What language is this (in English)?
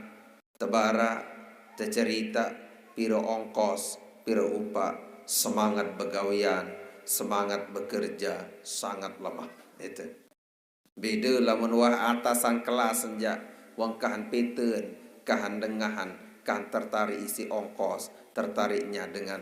Sasak